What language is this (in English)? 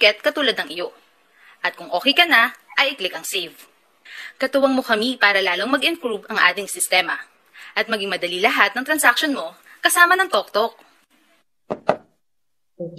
Filipino